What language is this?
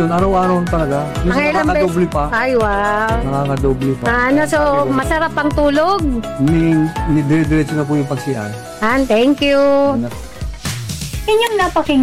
Filipino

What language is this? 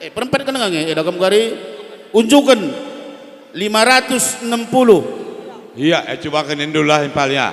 Batak Karo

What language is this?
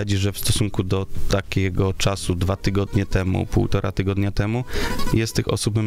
Polish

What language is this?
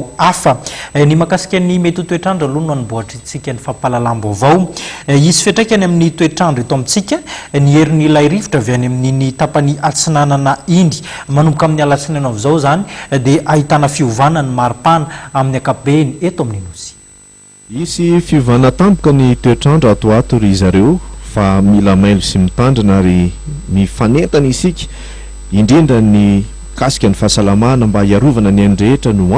Malagasy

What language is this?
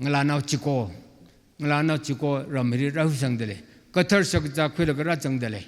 Tangkhul Naga (India)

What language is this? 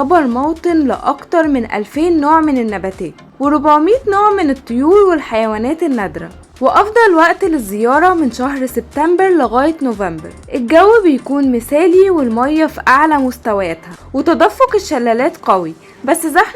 Egyptian Arabic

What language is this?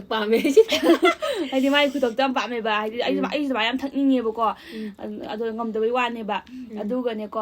Manipuri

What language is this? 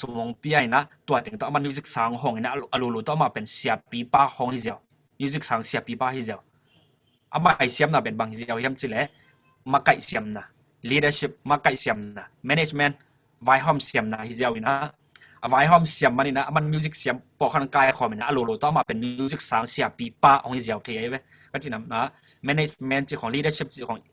Tedim Chin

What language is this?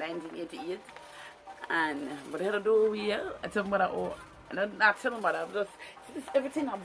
Jamaican Creole English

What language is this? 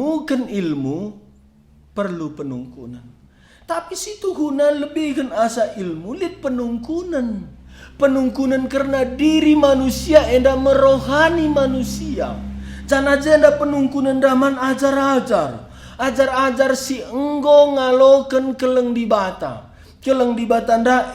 Batak Karo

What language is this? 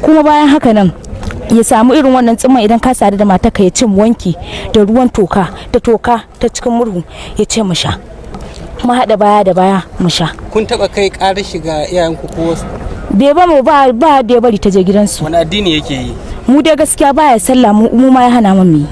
Hausa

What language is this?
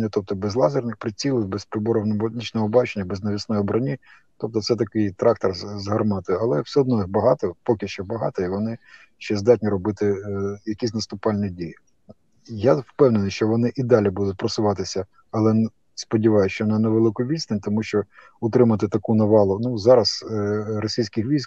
Ukrainian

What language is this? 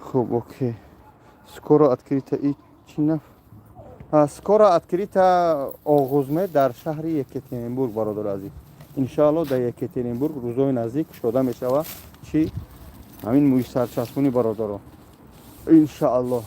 Tajik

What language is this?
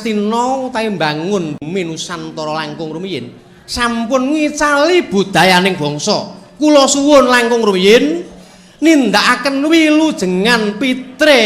Javanese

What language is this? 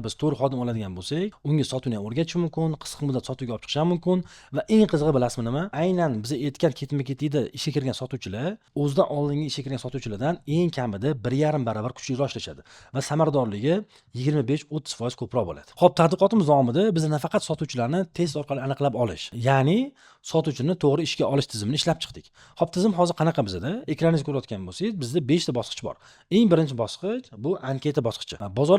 Uzbek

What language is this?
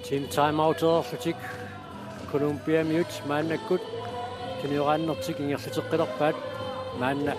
Kalaallisut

